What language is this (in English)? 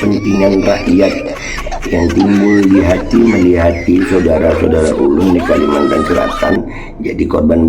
Banjar